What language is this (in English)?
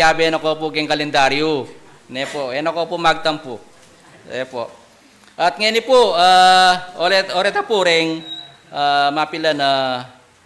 Pampanga